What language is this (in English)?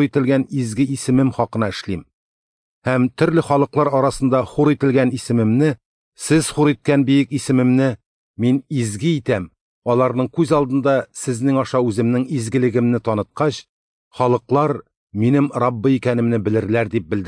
Tatar